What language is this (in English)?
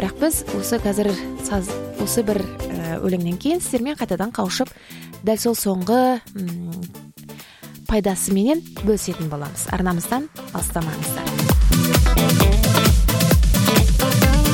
Kazakh